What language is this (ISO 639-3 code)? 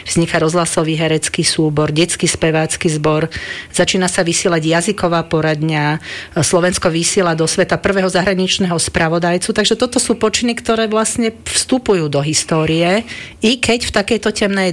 slk